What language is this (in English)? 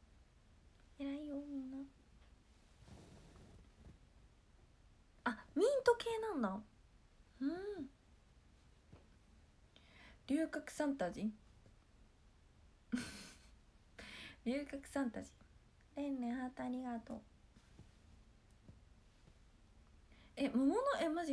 Japanese